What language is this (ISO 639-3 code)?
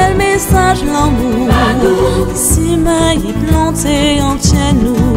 fra